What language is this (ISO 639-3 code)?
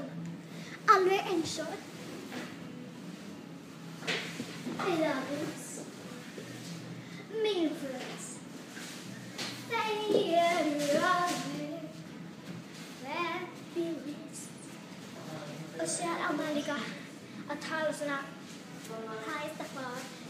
isl